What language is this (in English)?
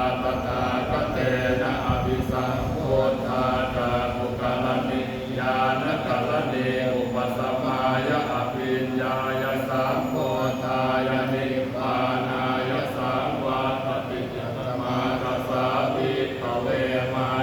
Pali